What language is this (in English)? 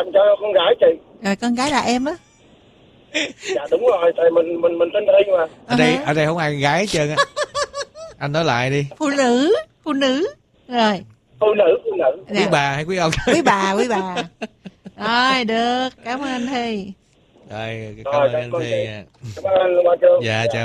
Vietnamese